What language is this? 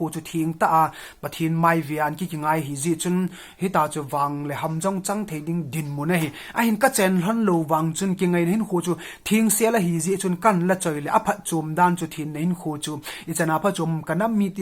Thado Chin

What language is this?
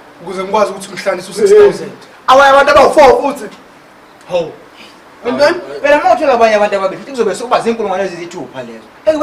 Zulu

